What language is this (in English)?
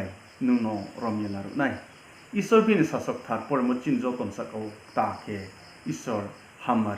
Riang (India)